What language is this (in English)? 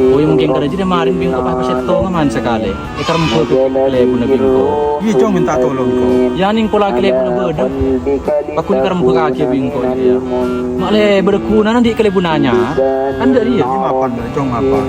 Madurese